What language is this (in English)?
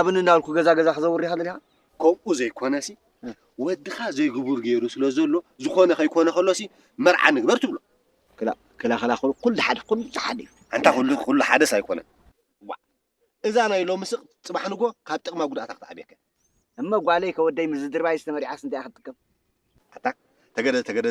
Tigrinya